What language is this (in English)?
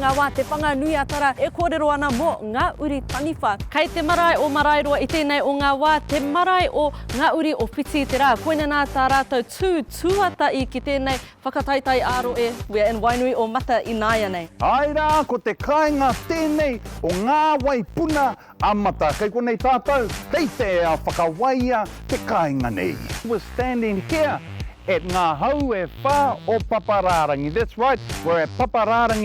Māori